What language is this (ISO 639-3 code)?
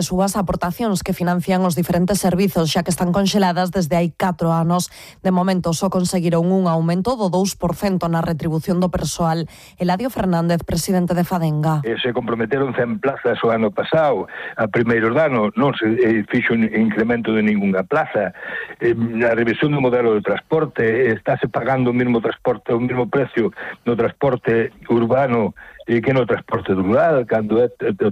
glg